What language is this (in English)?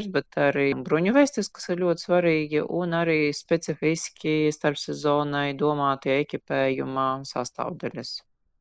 Latvian